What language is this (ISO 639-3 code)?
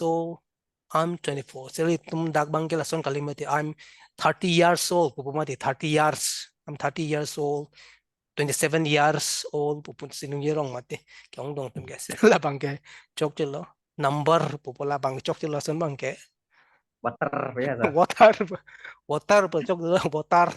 mjw